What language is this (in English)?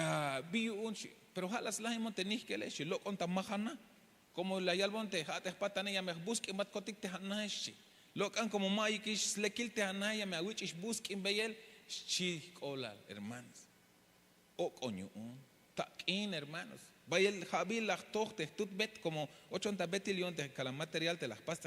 Tzeltal